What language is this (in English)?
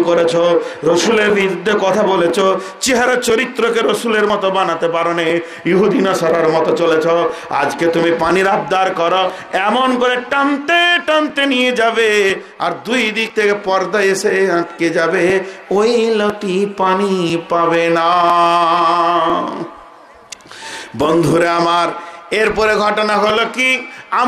Bangla